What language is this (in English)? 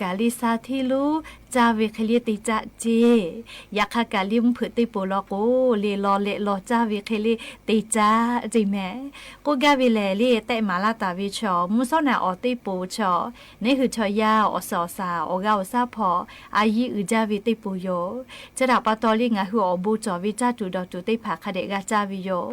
Lahu